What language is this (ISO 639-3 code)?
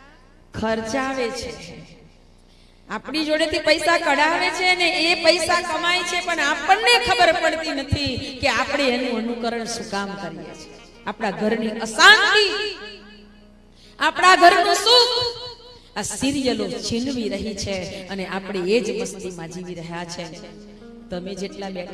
guj